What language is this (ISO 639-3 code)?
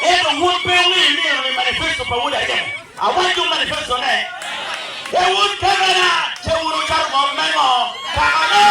ach